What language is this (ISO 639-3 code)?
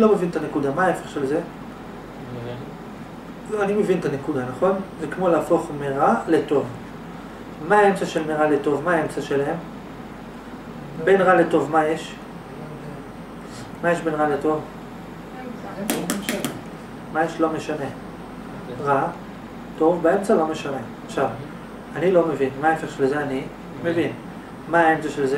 heb